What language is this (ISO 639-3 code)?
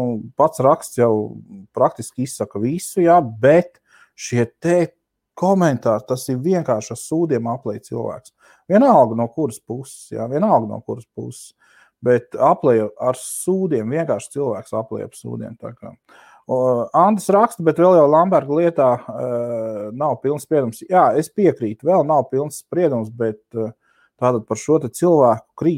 lav